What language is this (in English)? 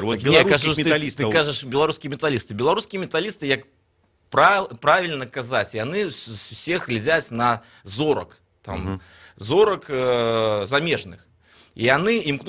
Belarusian